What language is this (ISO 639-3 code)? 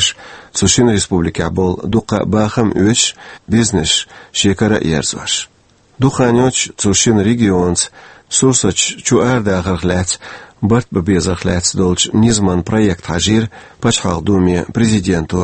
che